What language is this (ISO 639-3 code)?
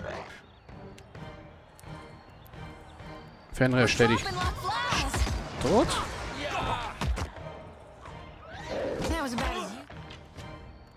deu